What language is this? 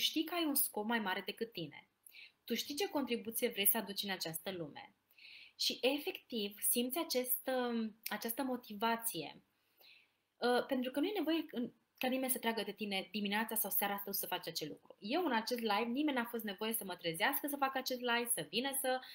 Romanian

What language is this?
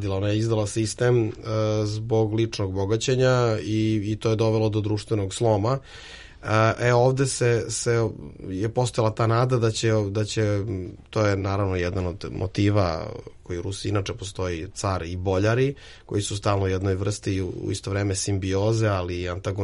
Serbian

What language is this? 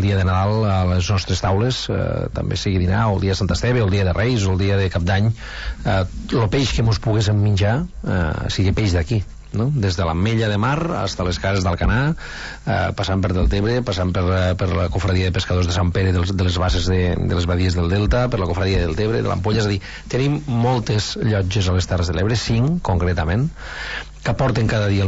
Catalan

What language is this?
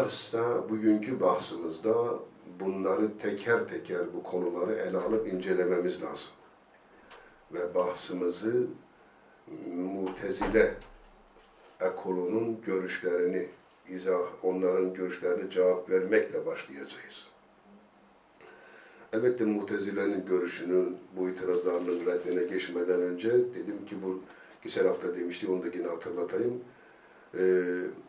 Turkish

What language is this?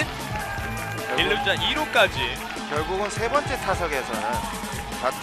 Korean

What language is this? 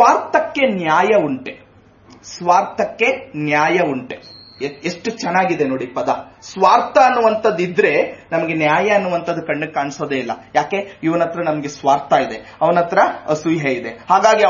Kannada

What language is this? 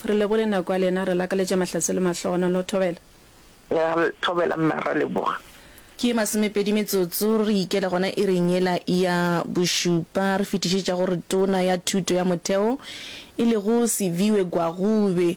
Northern Sotho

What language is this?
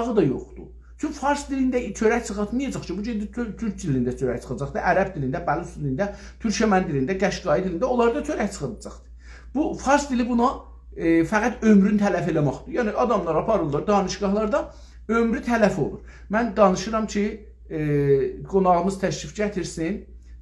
South Azerbaijani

